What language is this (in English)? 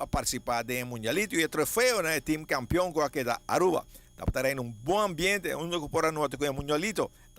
Papiamento